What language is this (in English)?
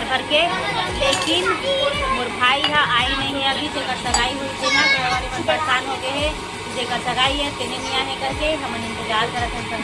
Chhattisgarhi